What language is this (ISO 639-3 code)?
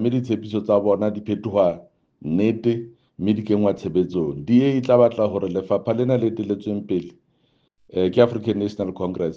sot